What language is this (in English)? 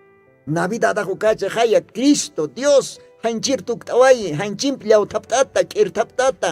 Aymara